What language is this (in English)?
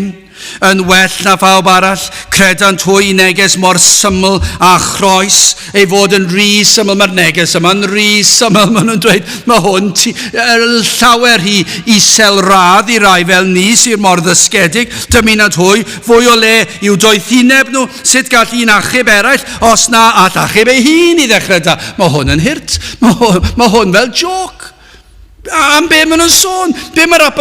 Welsh